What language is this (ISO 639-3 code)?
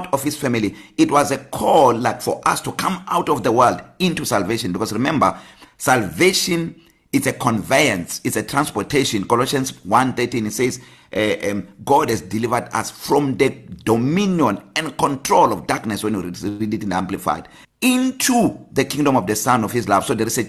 eng